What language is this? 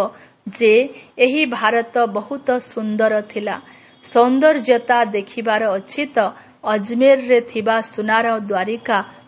Odia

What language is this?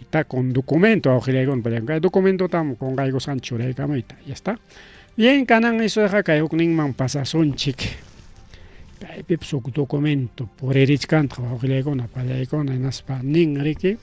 Ayacucho Quechua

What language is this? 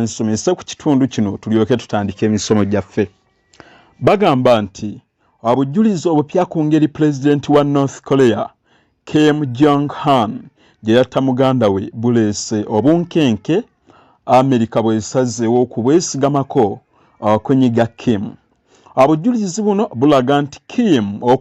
Ganda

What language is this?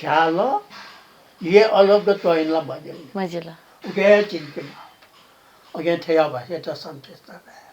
Newari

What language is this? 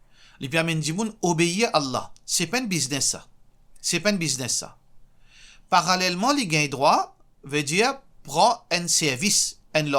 Morisyen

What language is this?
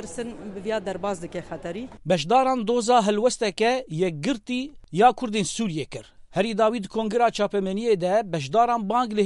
Kurdish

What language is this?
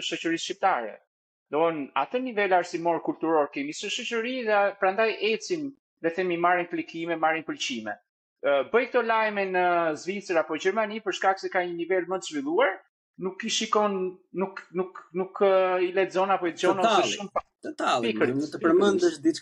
Albanian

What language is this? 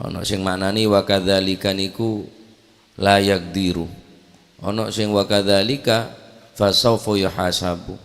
Madurese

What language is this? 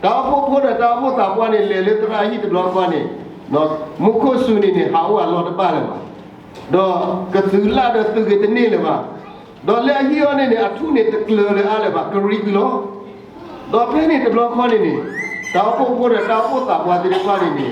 S'gaw Karen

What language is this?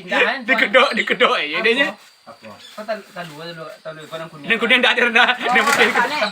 Minangkabau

